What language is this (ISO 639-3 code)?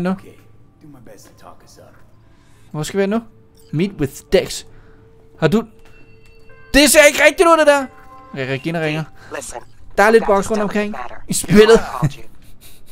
dan